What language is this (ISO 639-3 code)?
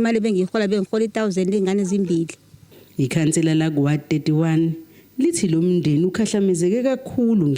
zul